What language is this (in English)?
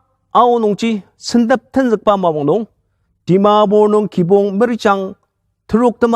Ao Naga